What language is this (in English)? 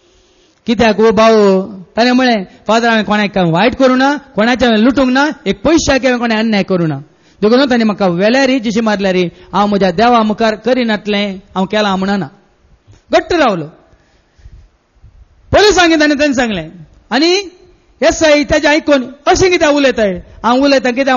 Konkani